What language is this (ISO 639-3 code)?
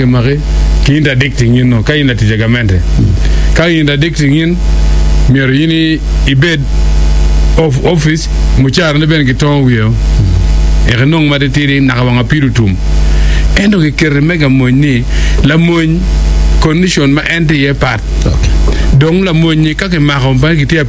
ach